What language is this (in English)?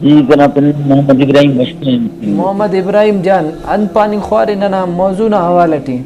Brahui